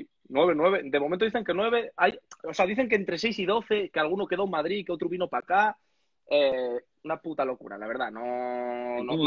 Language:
Spanish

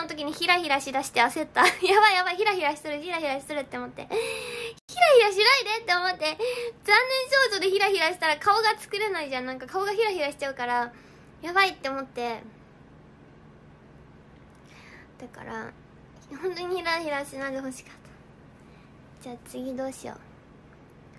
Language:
Japanese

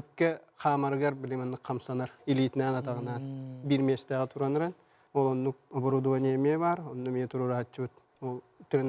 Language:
Yakut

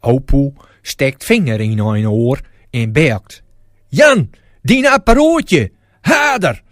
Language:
Gronings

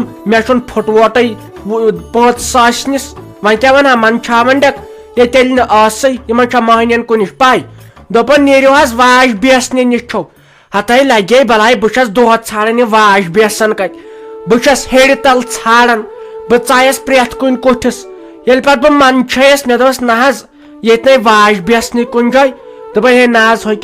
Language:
Kashmiri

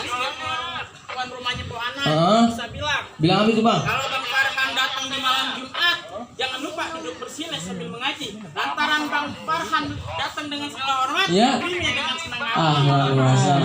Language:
Betawi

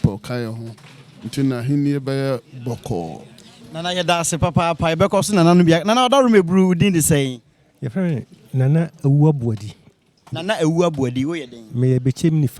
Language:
Akan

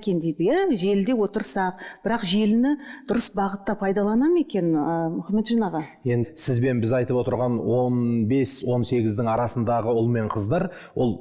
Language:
Kazakh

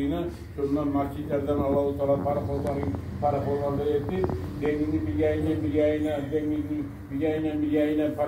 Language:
Kumyk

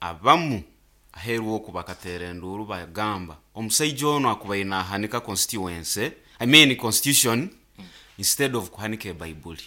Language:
Nyankole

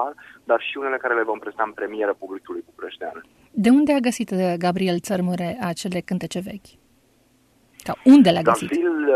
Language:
Romanian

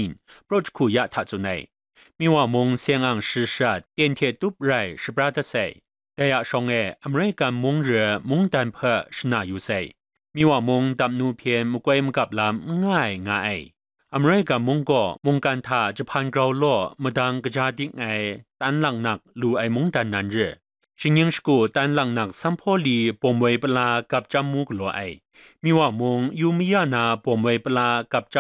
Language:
Kachin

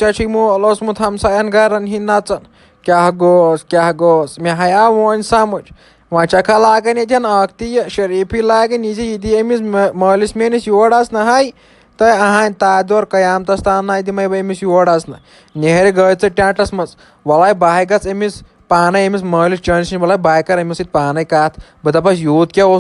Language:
Kashmiri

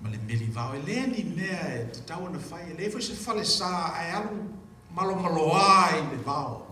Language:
Samoan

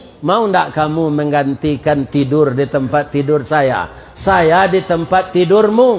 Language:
Minangkabau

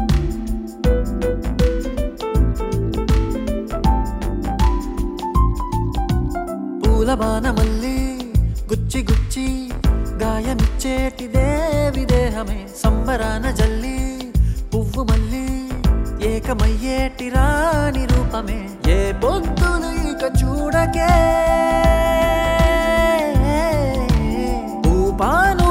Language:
Telugu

